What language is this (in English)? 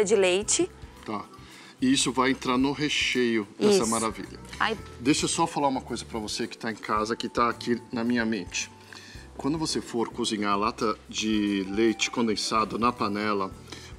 Portuguese